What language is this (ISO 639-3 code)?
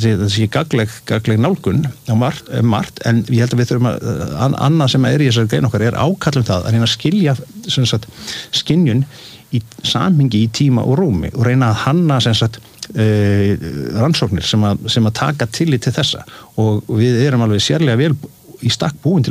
isl